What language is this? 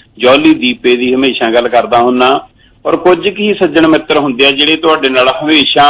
Punjabi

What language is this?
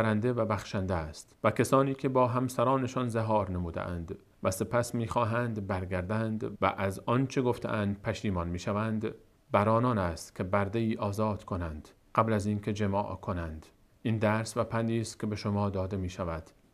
Persian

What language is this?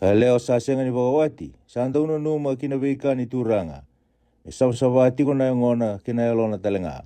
Fijian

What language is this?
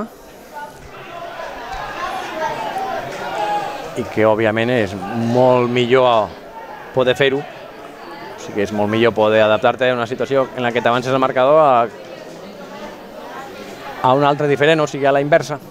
Catalan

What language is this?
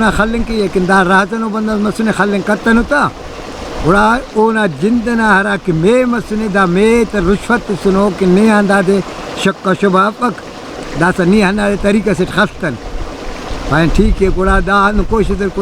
Brahui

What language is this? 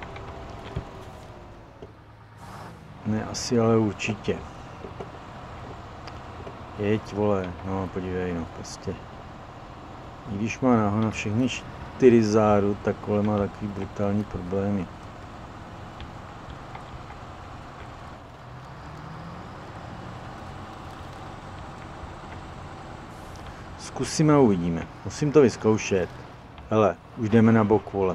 Czech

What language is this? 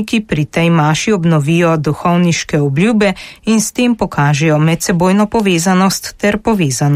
Slovenian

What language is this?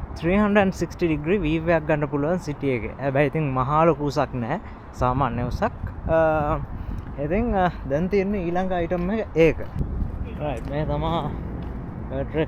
Sinhala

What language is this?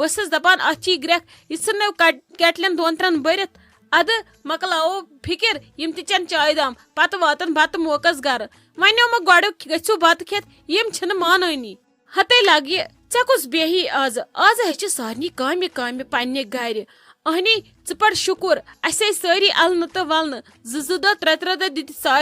Kashmiri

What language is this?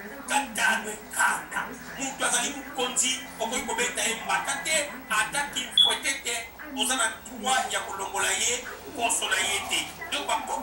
Lingala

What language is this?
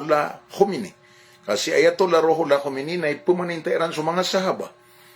Maranao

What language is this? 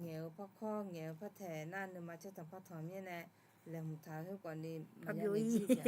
Akha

